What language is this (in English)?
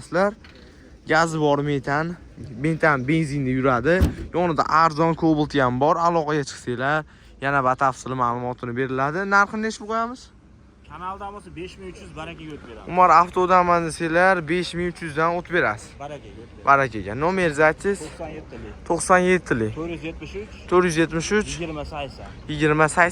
Uzbek